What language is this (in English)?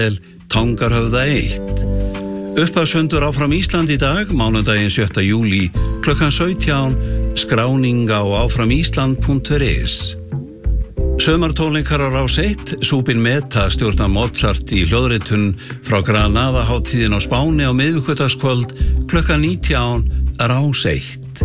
Icelandic